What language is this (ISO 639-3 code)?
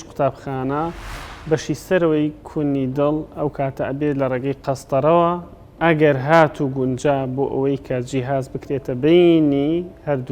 ckb